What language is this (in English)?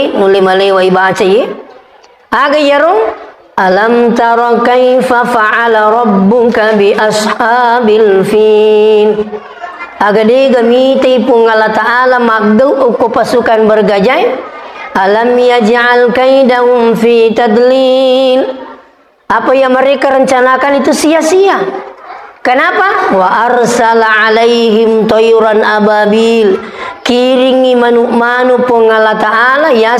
Buginese